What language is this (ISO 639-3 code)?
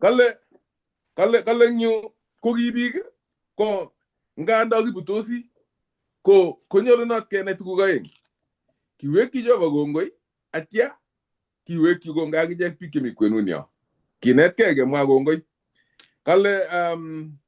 kln